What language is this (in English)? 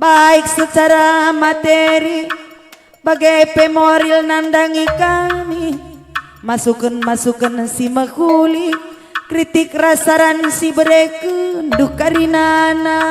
Batak Karo